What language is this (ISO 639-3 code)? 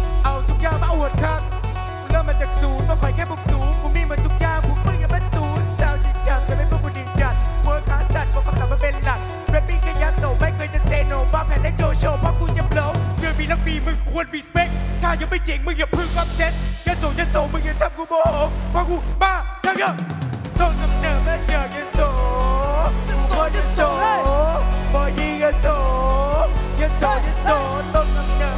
tha